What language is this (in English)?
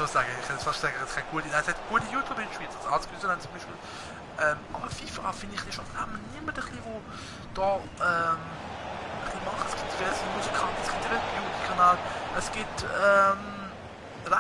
Swiss German